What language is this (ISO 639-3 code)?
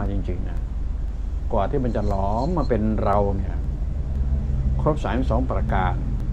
tha